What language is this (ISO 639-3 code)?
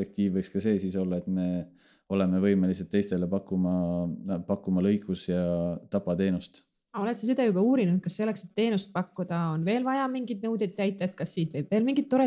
est